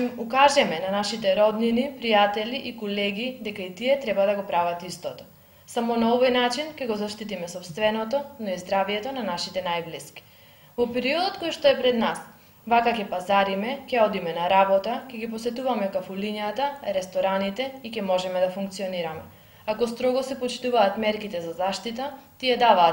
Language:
Macedonian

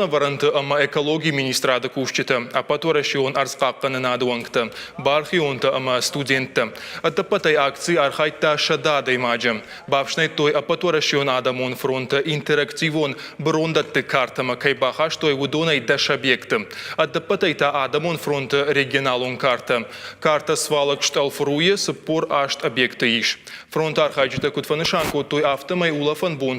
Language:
Ossetic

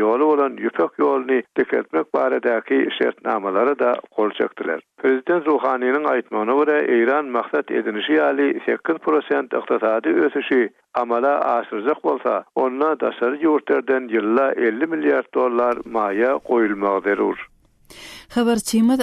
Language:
Turkmen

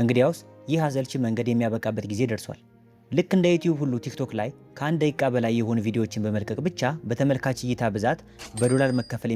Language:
Amharic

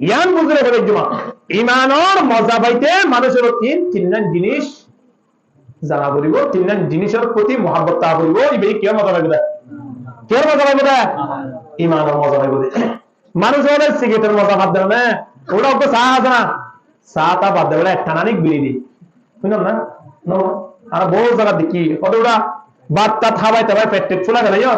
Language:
Rohingya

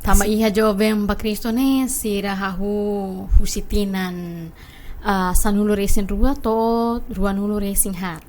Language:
Tetum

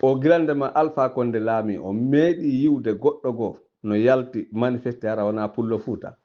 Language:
Fula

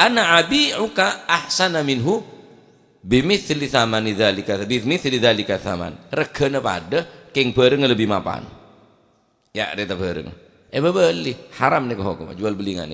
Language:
Madurese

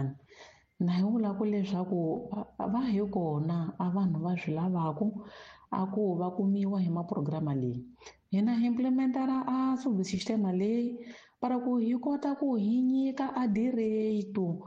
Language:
Tsonga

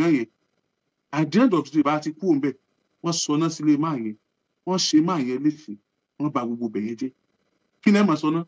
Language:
Yoruba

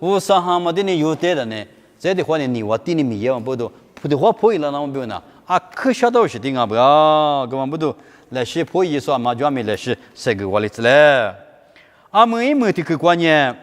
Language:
Lisu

